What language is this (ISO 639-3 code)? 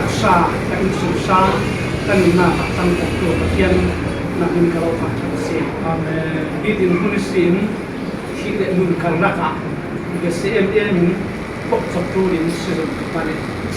cfm